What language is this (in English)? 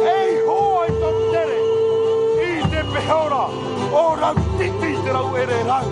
Tahitian